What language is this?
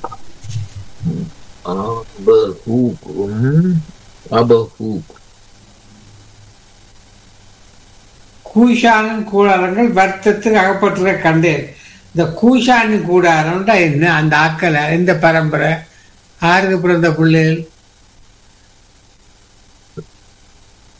Tamil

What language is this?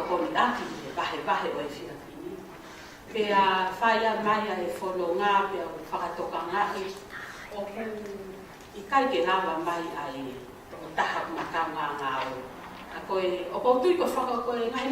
Tongan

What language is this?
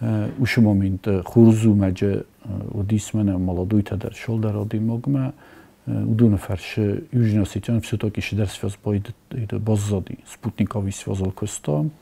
Ossetic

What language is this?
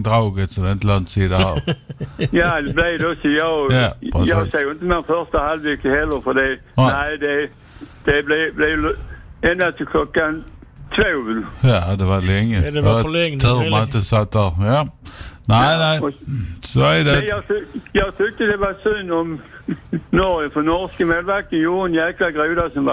Swedish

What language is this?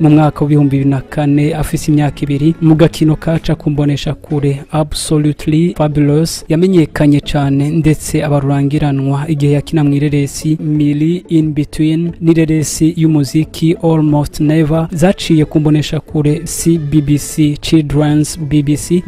Rundi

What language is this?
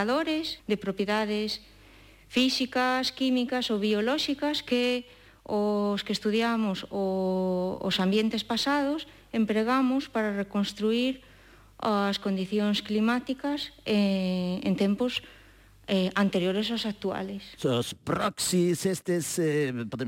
Galician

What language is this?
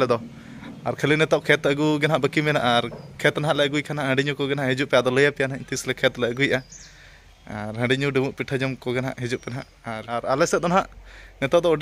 Santali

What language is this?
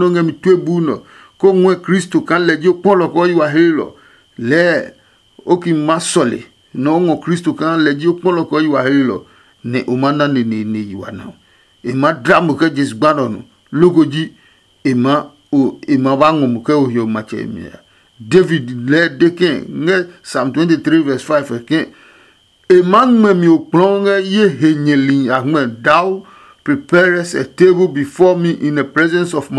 Adangme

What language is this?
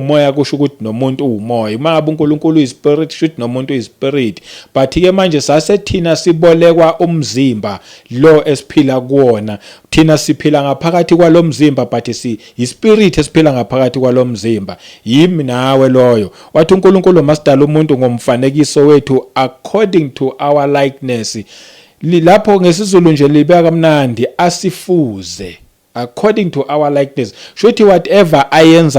Zulu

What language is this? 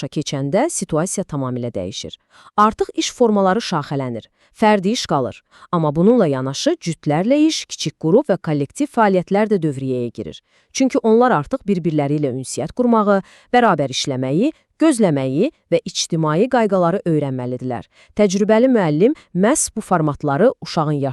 Azerbaijani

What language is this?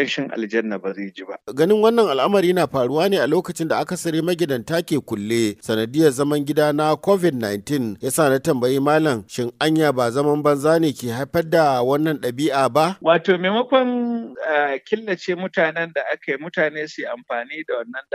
Hausa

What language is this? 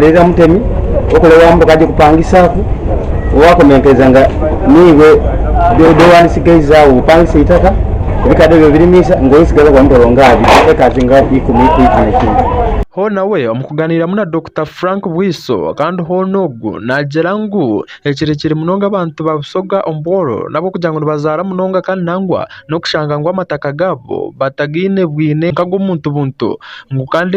Nyankole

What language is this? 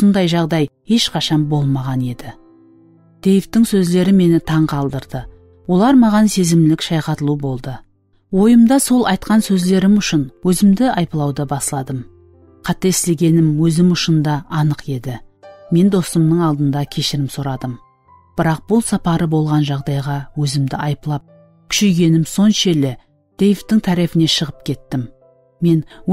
Kara-Kalpak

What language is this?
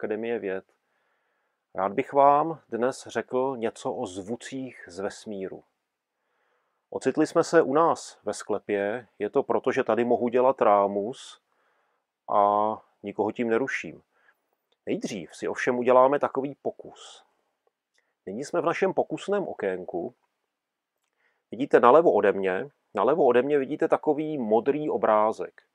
Czech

